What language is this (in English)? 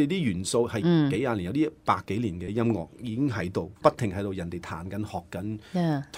Cantonese